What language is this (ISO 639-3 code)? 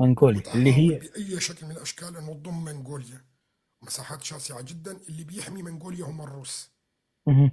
apc